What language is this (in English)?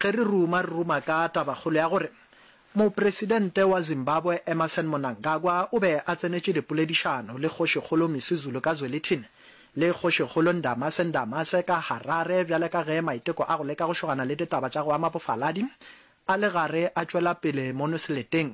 Northern Sotho